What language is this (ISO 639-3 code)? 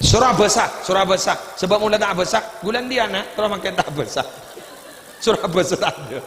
mad